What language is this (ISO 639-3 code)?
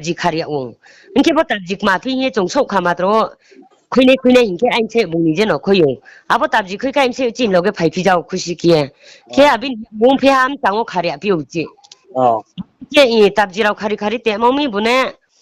ria